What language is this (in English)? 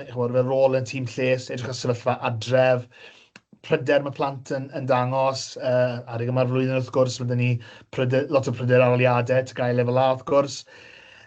Welsh